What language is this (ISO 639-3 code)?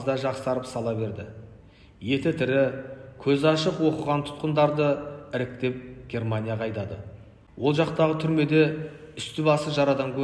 kaz